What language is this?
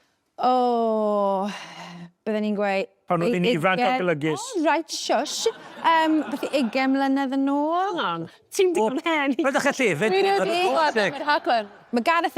Welsh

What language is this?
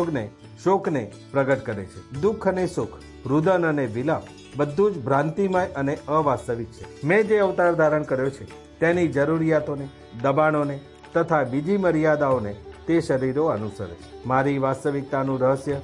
Gujarati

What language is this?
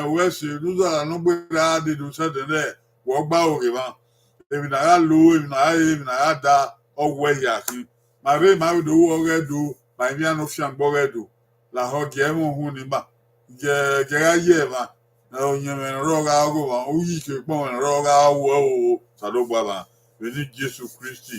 Bini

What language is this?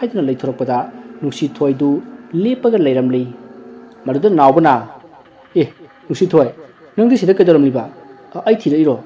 Manipuri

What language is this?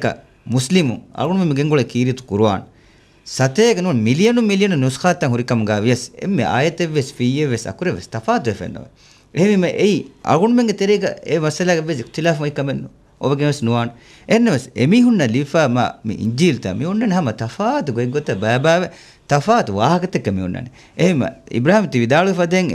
Divehi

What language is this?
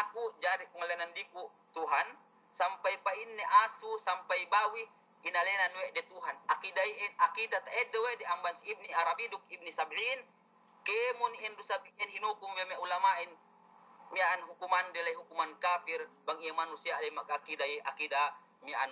Yakan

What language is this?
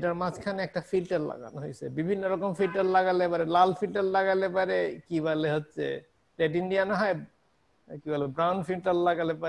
Bangla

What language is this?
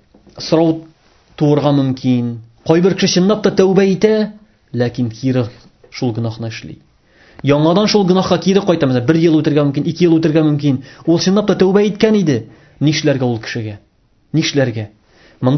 Tatar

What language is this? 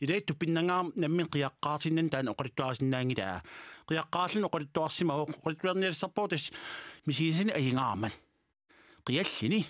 Kalaallisut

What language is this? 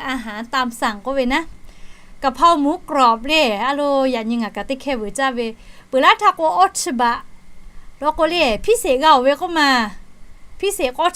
Lahu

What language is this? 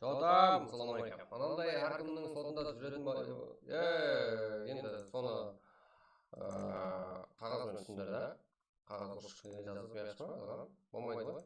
Kara-Kalpak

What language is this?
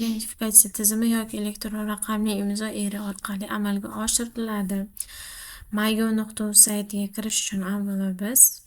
Uzbek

